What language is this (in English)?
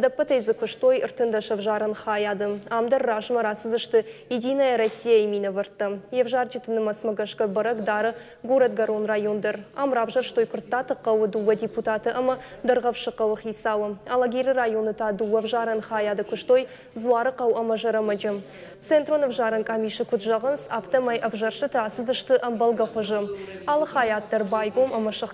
Ossetic